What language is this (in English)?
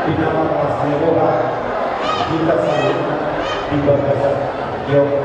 Batak Toba